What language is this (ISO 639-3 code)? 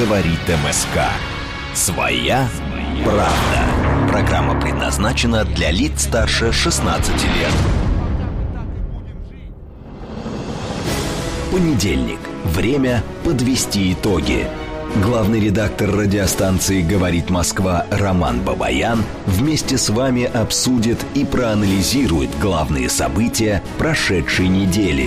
rus